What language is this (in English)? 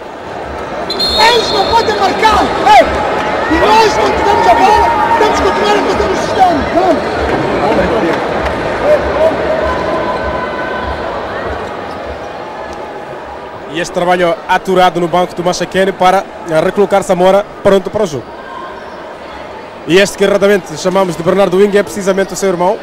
Portuguese